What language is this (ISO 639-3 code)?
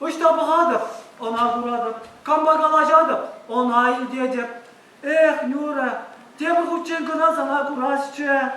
chv